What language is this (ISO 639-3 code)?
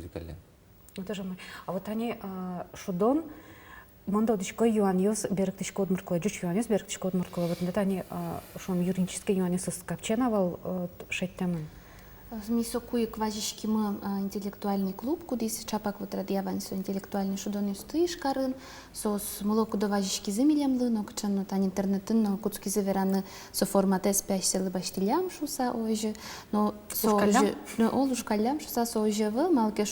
udm